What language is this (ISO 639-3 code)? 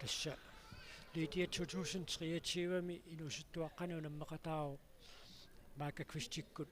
kal